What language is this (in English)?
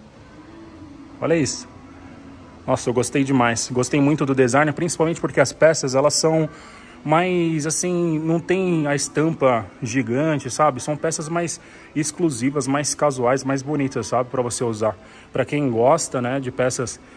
Portuguese